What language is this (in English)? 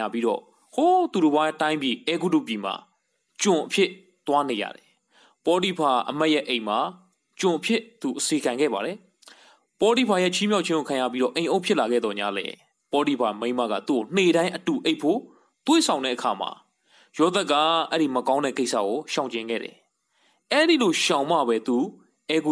Burmese